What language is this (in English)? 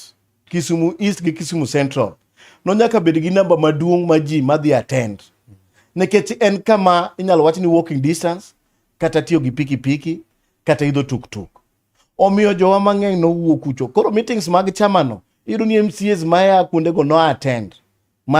Luo (Kenya and Tanzania)